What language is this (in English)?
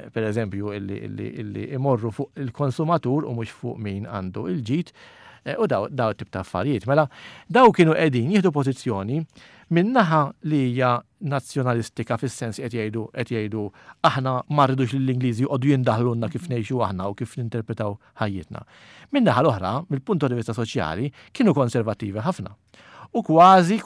Maltese